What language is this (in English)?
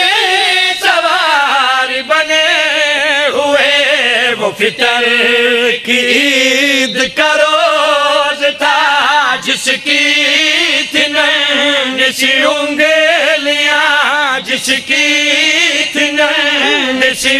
Urdu